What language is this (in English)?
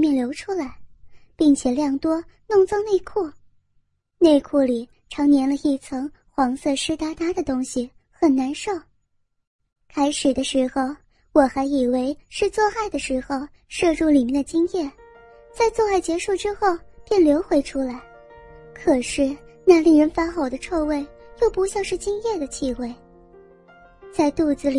Chinese